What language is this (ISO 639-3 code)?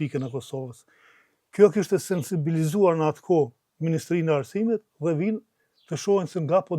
sqi